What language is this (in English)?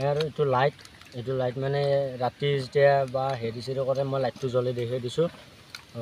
Assamese